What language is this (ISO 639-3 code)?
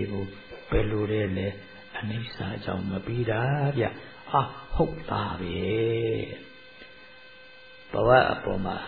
mya